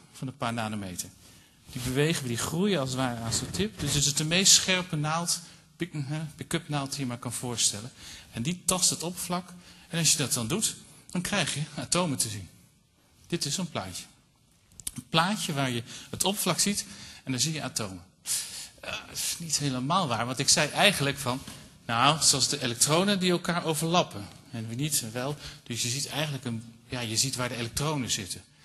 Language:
Dutch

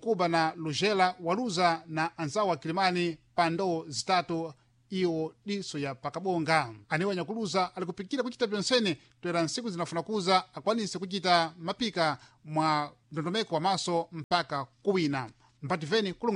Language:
Sena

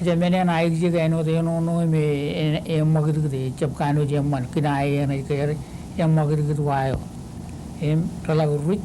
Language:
Marshallese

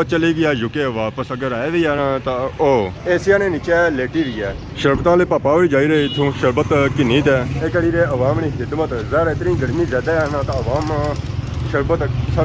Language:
Pahari-Potwari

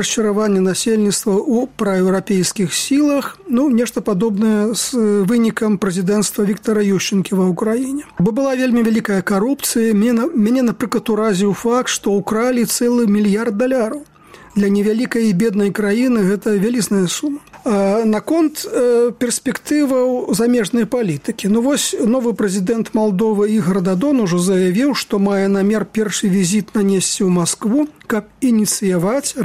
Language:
Belarusian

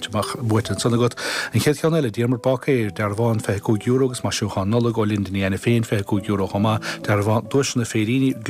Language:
Irish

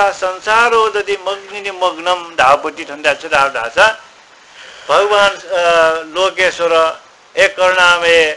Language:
Newari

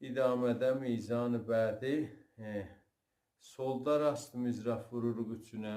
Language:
South Azerbaijani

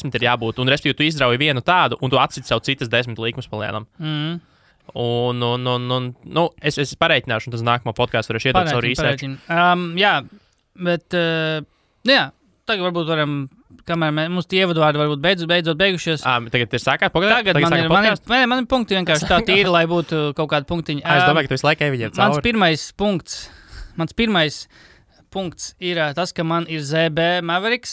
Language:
Latvian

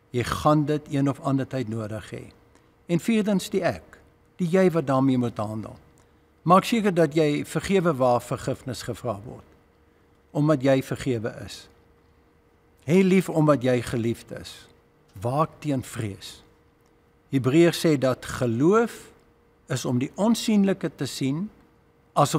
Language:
Afrikaans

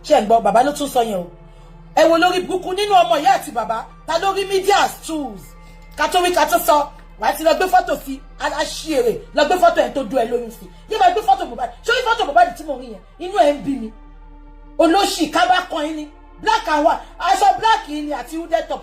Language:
Yoruba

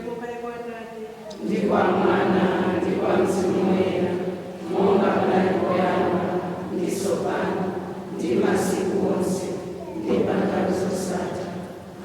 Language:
Nyanja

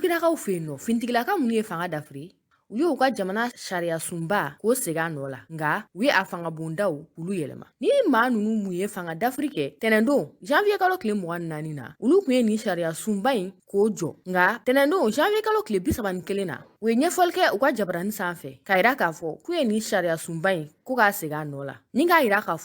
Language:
Bambara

